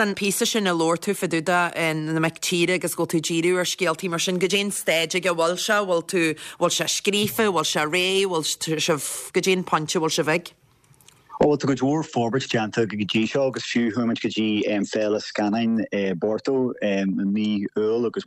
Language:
Irish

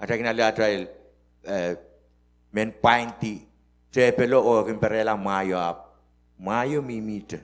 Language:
Pohnpeian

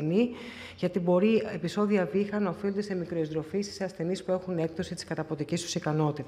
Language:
Greek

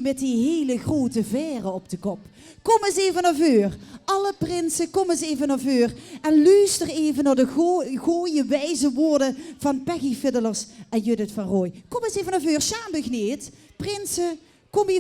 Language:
Limburgish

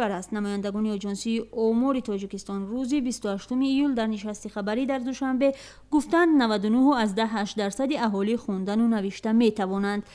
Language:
Tajik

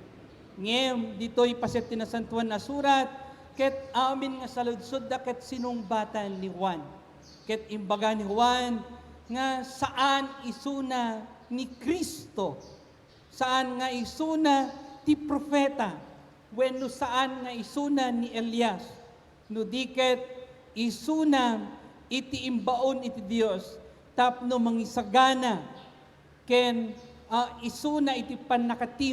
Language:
Iloko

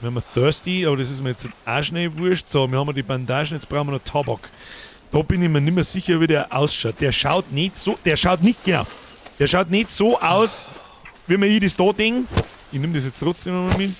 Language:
Bavarian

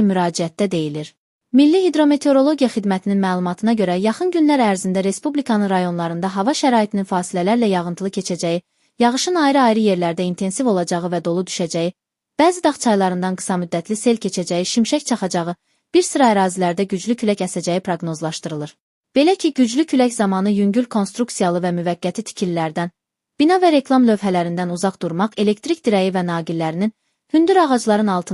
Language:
Azerbaijani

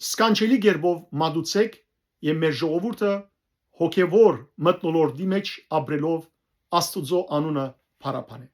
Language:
Western Armenian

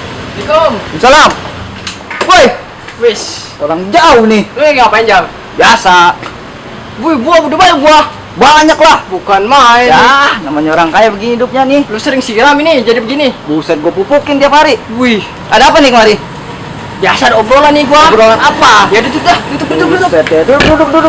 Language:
Betawi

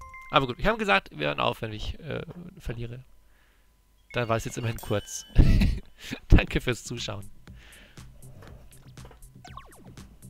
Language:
German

